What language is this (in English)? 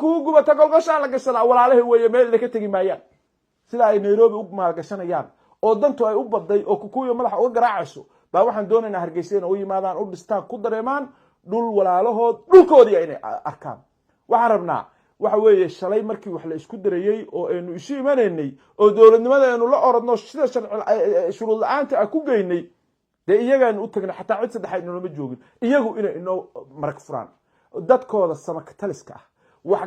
Somali